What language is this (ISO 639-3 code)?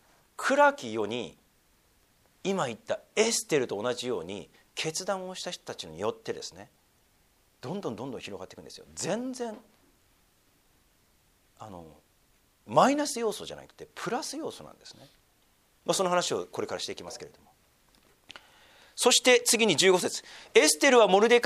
jpn